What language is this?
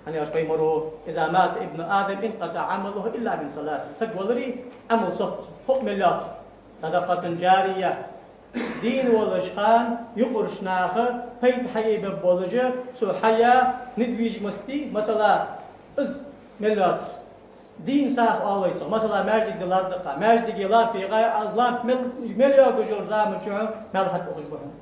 Ingush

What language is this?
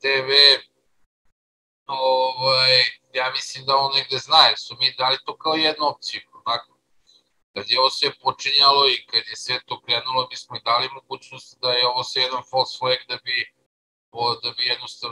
Serbian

